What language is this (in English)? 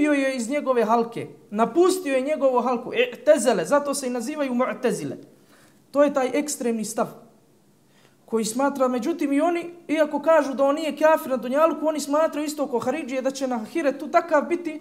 Bosnian